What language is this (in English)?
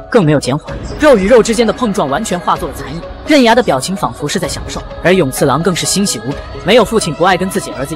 Chinese